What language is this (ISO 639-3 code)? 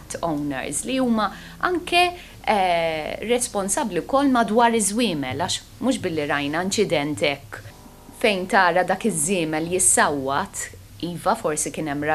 mlt